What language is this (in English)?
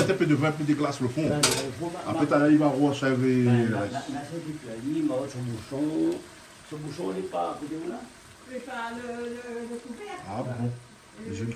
Réunion Creole French